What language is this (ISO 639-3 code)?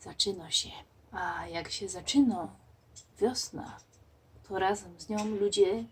szl